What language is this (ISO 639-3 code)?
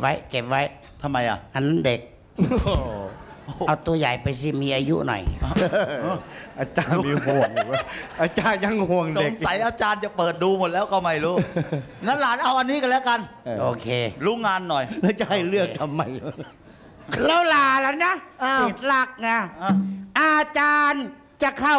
tha